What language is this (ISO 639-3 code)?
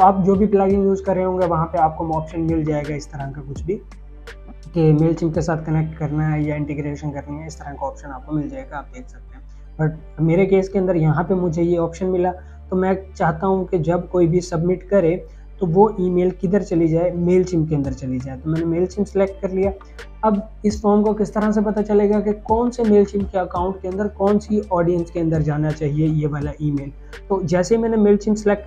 hin